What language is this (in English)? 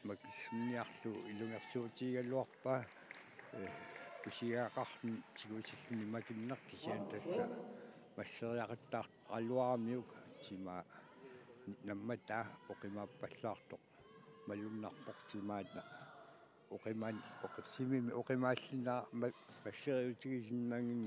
Kalaallisut